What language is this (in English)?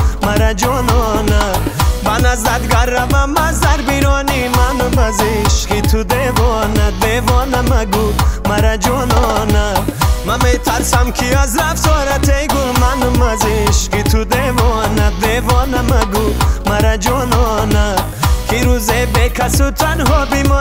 Persian